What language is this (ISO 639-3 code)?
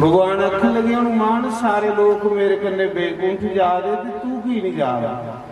doi